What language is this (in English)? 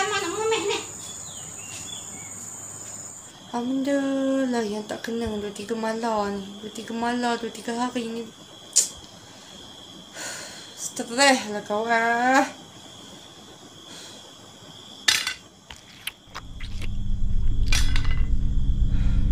Malay